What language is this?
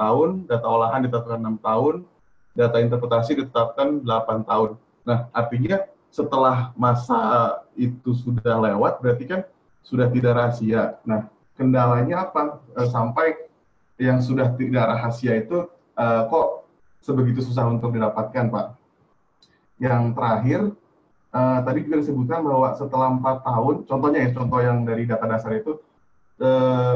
Indonesian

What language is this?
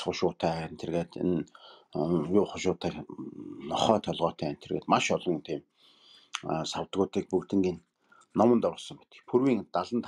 Mongolian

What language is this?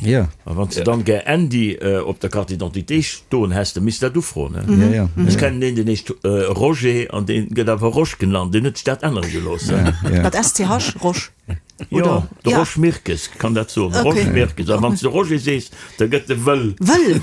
Luxembourgish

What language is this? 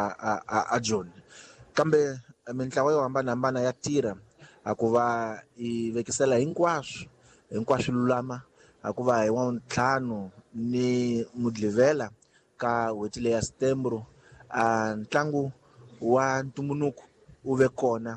Tsonga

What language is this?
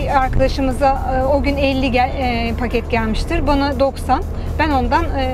Turkish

